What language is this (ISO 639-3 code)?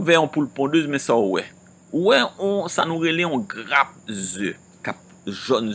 hat